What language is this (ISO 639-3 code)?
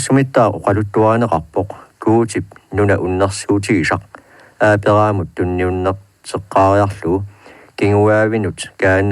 kal